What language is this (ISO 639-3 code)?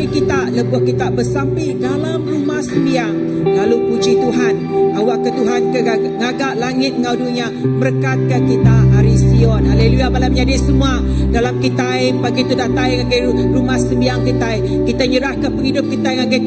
iba